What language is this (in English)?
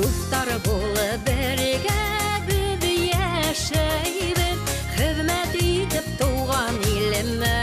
Bashkir